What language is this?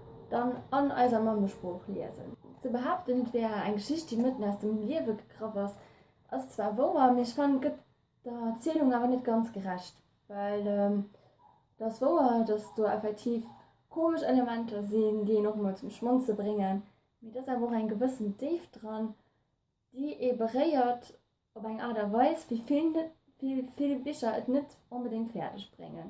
Luxembourgish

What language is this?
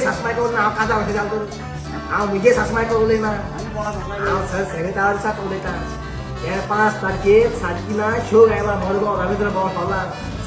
Konkani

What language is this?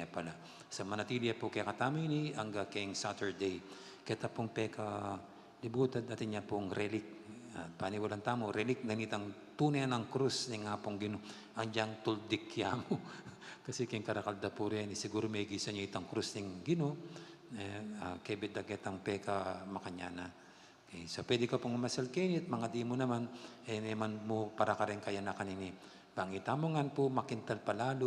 Pampanga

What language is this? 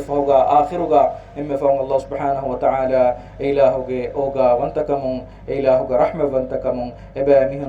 Divehi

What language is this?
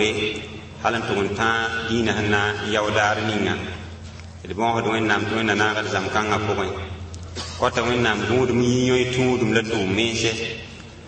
Mossi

